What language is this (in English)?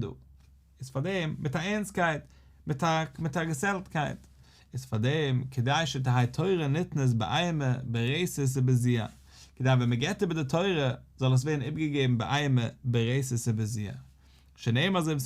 Yiddish